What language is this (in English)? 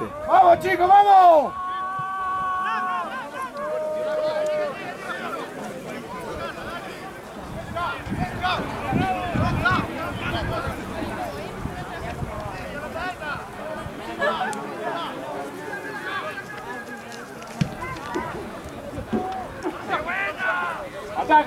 Spanish